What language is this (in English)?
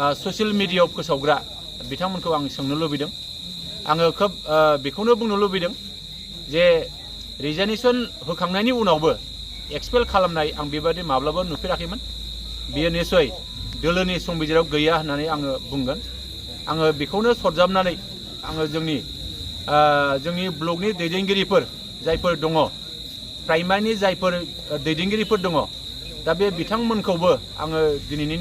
Bodo